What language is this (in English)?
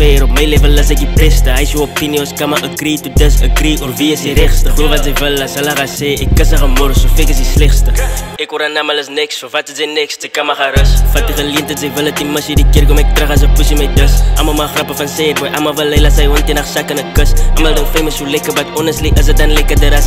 Afrikaans